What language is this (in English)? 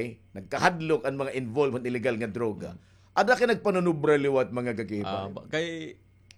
Waray